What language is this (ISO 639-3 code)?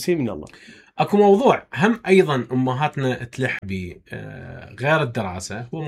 acm